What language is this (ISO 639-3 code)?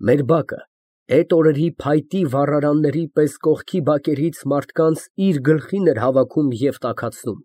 hye